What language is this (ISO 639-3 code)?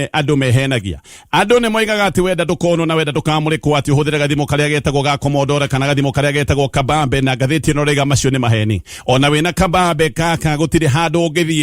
kik